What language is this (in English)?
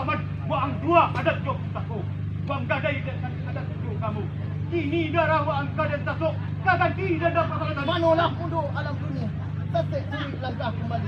Minangkabau